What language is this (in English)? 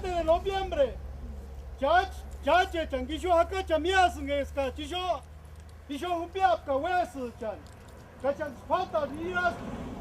Purepecha